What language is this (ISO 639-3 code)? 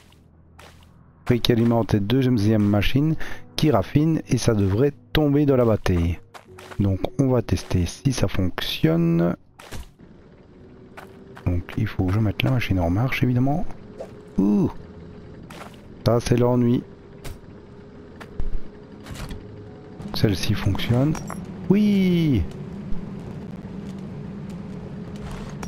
fra